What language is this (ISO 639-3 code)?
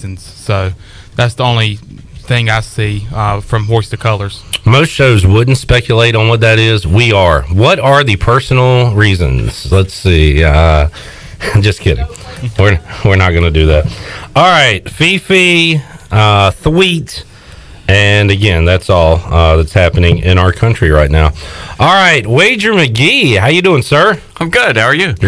eng